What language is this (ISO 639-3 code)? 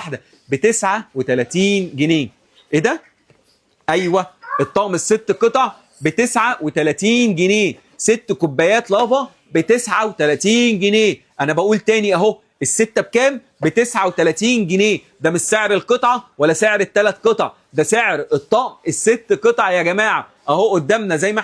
arz